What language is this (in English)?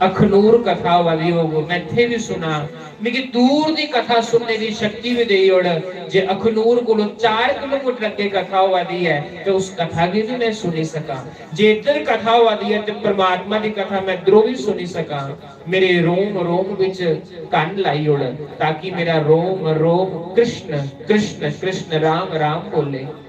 Dogri